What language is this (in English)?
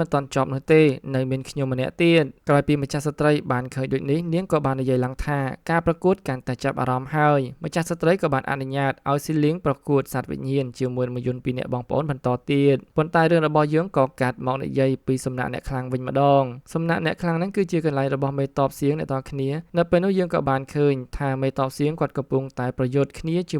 Khmer